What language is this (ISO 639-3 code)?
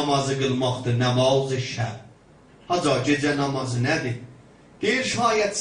azb